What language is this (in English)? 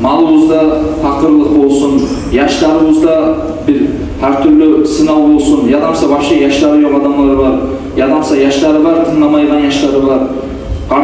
Kumyk